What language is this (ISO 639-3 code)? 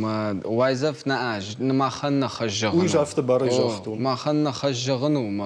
oss